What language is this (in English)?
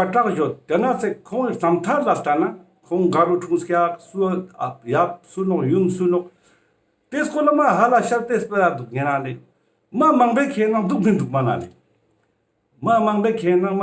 Ladakhi